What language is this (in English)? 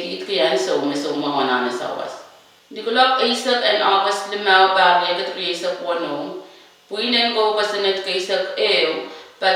Pohnpeian